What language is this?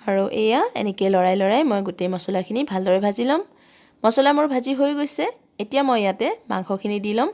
Assamese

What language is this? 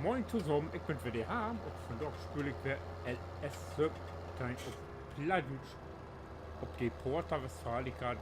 Low German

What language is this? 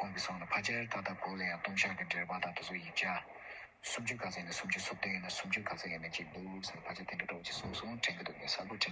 Tibetan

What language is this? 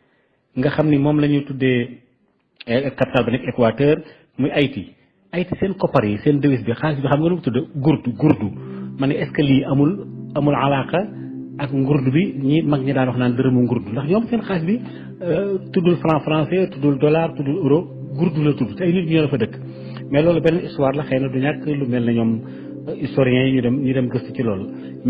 Wolof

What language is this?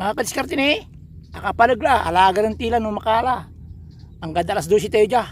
Pangasinan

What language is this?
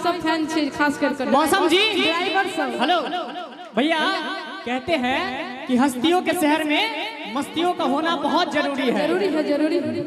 Maithili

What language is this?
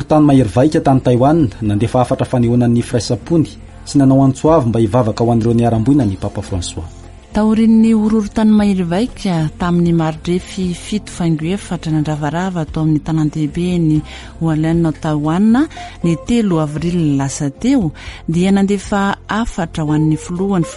Malagasy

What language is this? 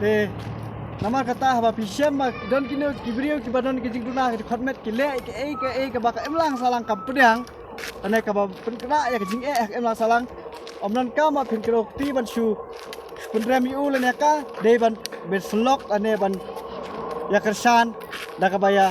Khasi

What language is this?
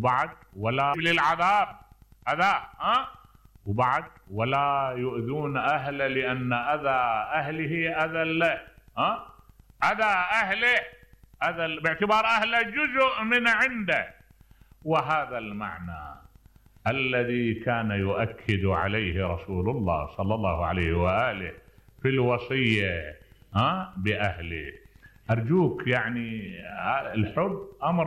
Mesopotamian Arabic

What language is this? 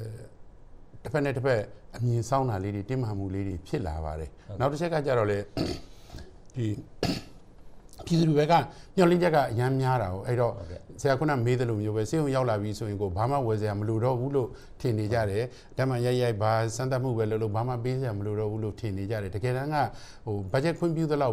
Burmese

